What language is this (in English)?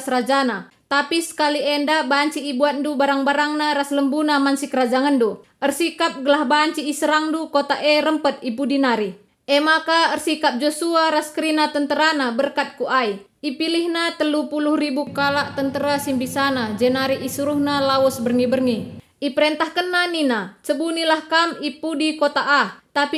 Batak Karo